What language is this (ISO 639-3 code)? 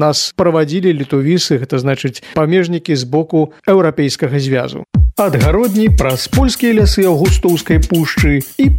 bel